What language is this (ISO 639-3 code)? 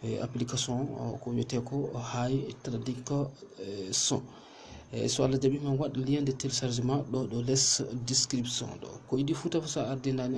ful